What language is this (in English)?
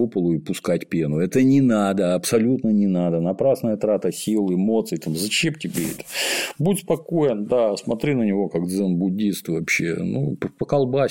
Russian